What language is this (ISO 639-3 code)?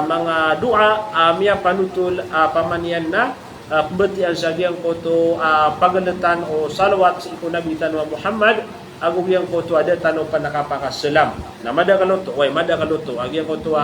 mrw